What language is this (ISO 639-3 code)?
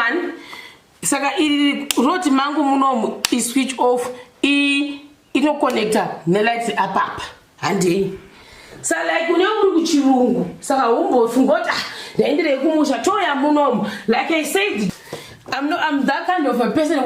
sna